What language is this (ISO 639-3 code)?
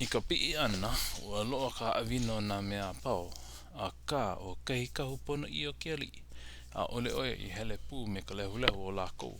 haw